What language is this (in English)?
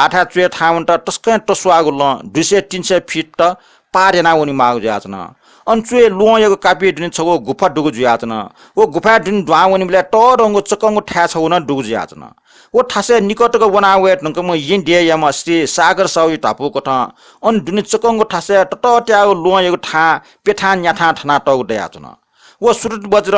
Newari